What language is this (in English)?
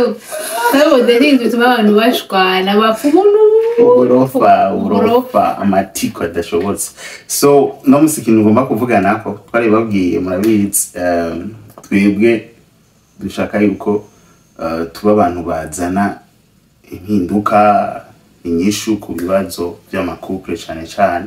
Rundi